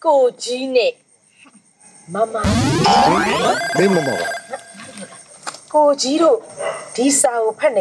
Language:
Burmese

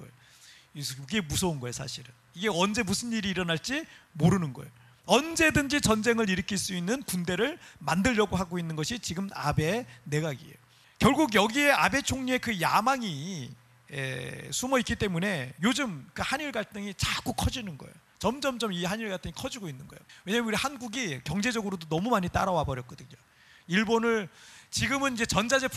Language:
Korean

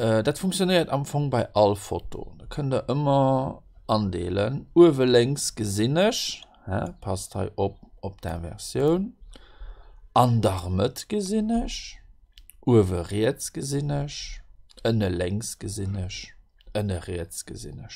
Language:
Luxembourgish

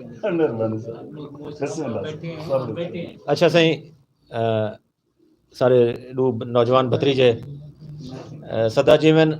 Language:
Saraiki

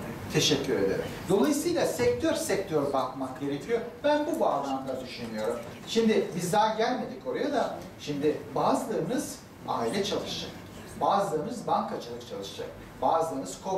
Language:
Turkish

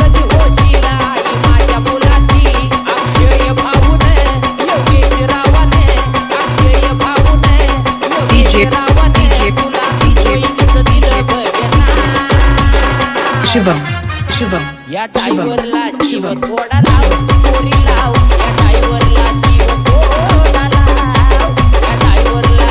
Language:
Marathi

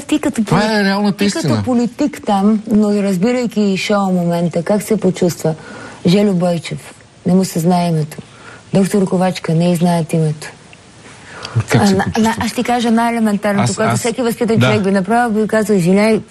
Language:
Bulgarian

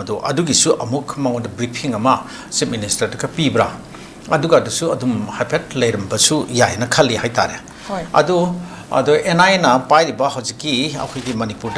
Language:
Manipuri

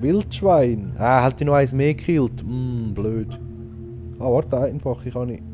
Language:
Swiss German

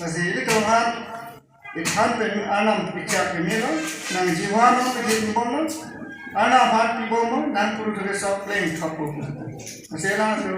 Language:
Karbi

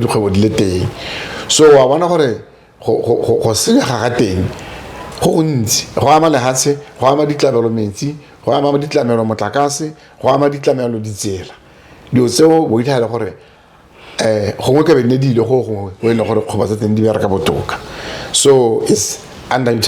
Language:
Tswana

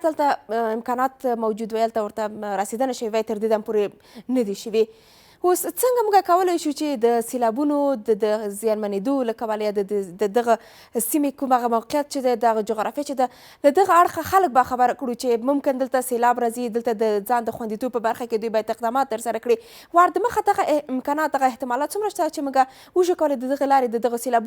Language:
Pashto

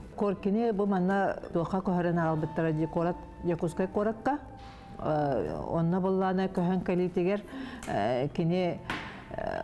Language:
Yakut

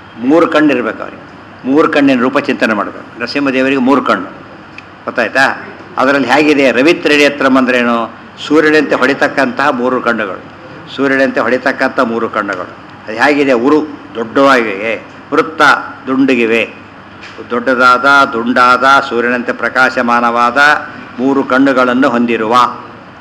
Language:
Kannada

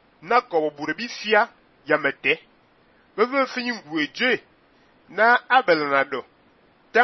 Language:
Fang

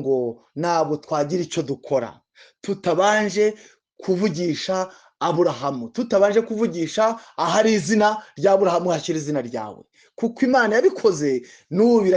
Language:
Kinyarwanda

